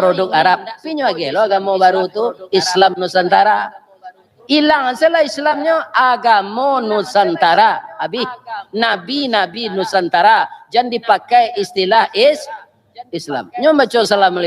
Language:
Minangkabau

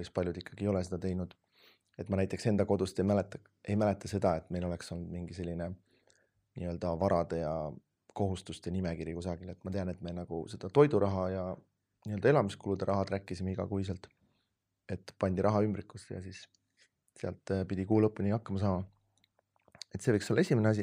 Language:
Estonian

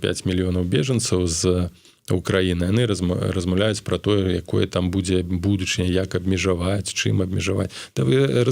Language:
Belarusian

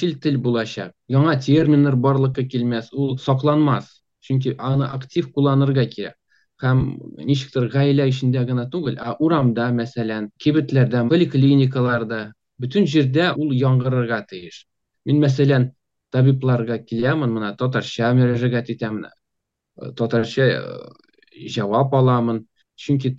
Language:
Tatar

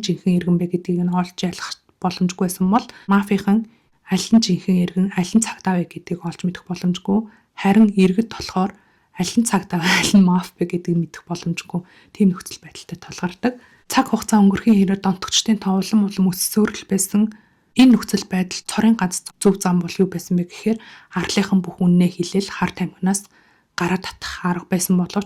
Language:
Mongolian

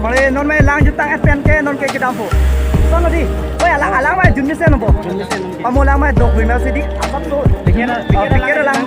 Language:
Karbi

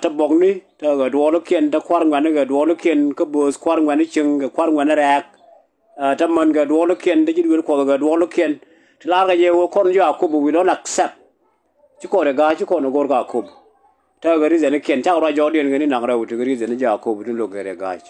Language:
Nuer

